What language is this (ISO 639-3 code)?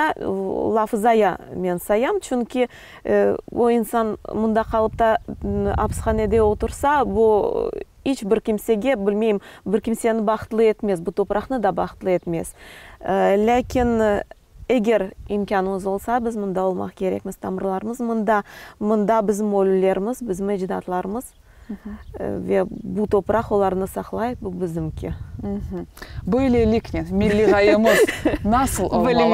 crh